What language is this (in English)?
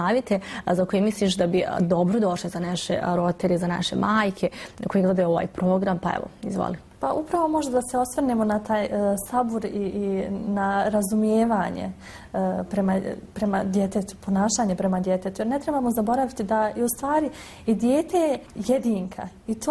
Bosnian